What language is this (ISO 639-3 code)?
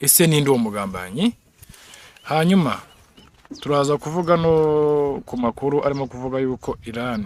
kin